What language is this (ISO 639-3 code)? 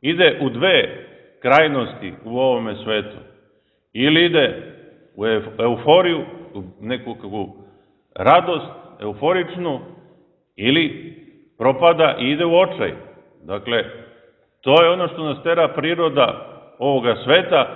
srp